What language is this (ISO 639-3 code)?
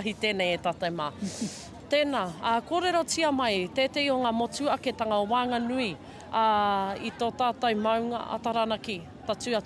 mri